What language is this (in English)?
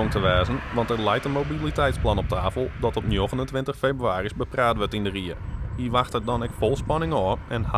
Western Frisian